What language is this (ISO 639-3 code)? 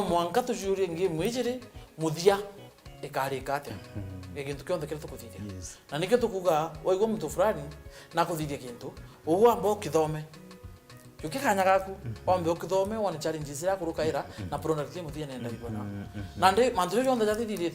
mer